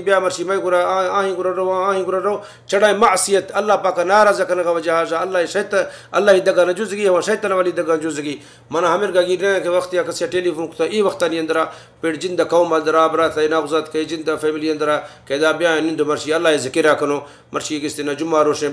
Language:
Baluchi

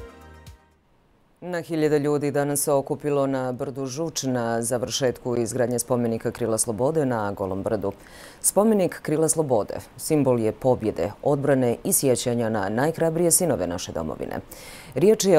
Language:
Bosnian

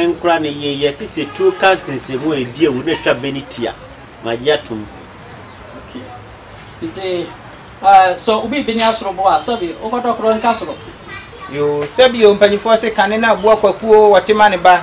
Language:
Akan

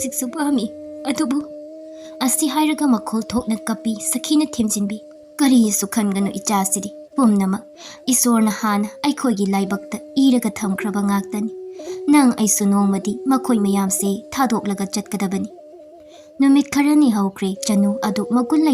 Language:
Manipuri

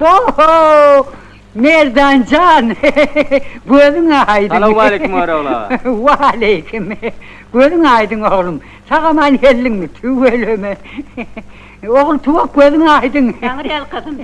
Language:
Turkmen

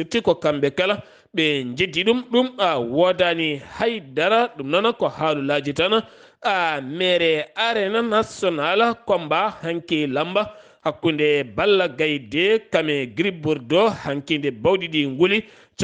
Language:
Fula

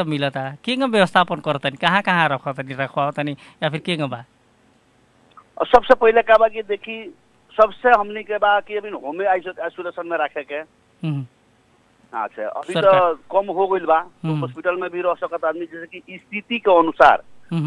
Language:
Bhojpuri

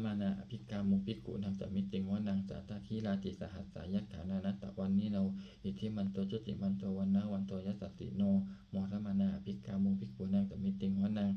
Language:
Pali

